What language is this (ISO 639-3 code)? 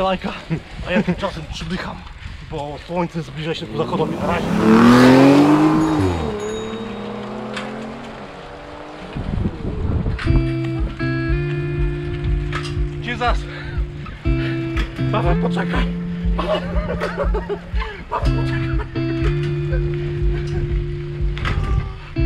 pol